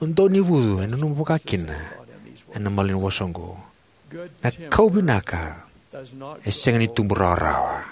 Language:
Fijian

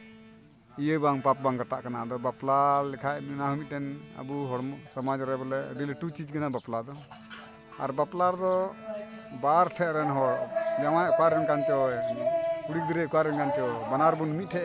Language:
Santali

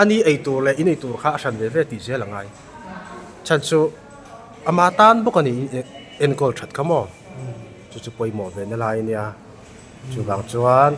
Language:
Mizo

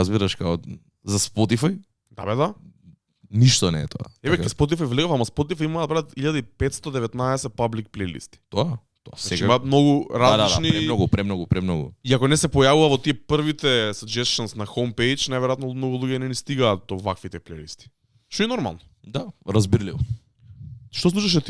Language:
Macedonian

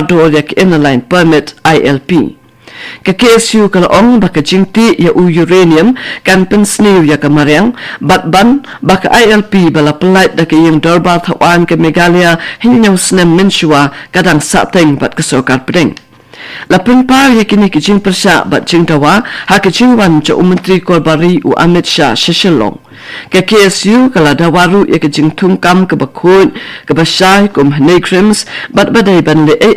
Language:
Khasi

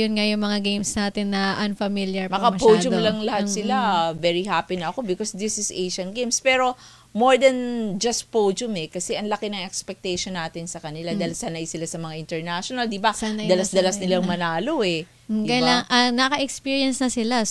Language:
Filipino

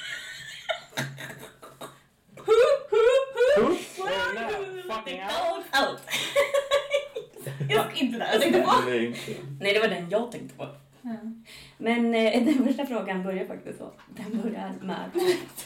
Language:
Swedish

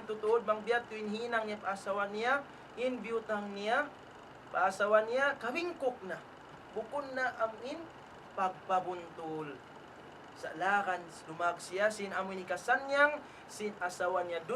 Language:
Tausug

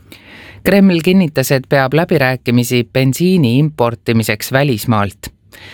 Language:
Estonian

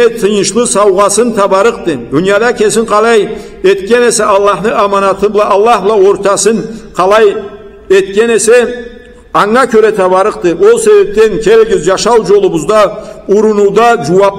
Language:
Karachay-Balkar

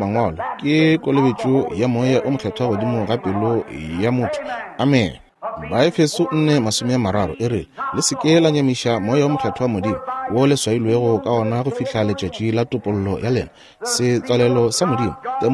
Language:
Northern Sotho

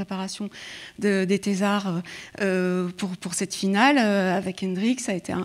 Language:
French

